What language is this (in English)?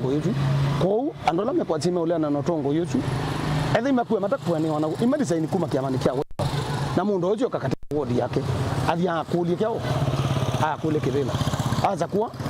Kamba